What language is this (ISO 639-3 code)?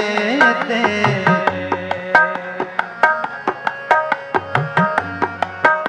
pan